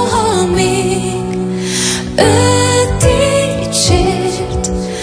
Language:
Hungarian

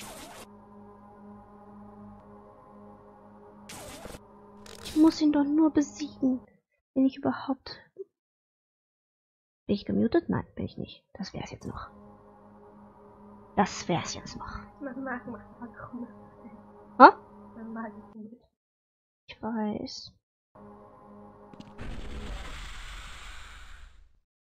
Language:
German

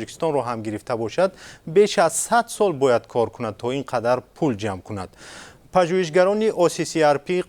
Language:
Tajik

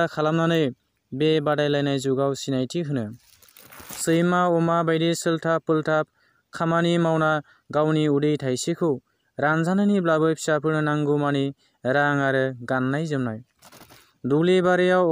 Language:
Bodo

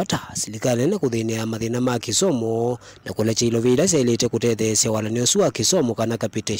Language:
Kamba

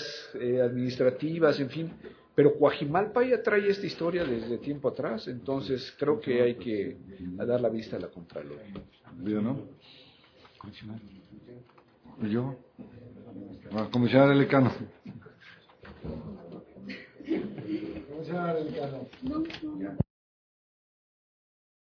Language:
Spanish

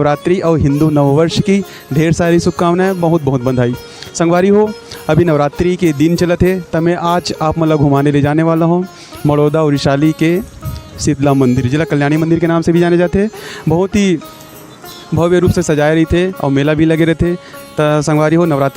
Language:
Chhattisgarhi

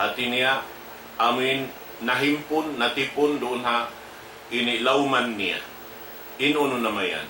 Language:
Tausug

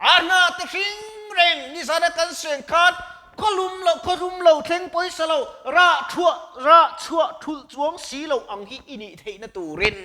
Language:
Mizo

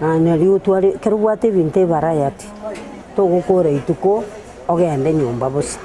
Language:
Gusii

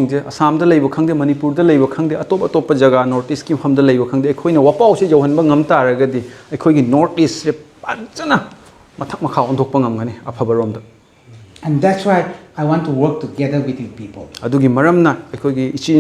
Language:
Manipuri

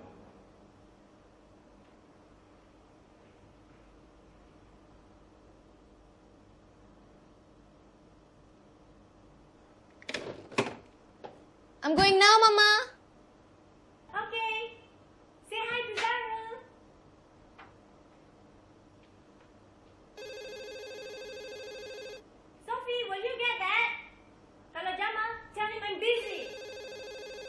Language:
Malay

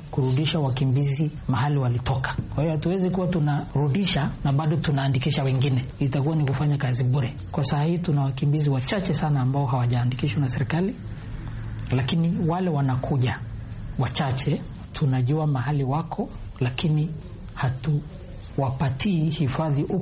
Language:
Swahili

